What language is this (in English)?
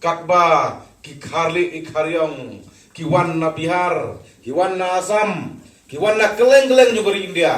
Khasi